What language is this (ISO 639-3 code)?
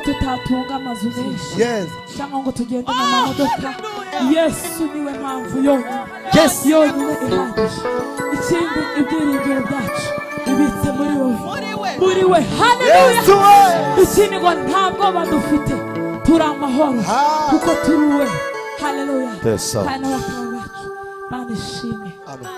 kin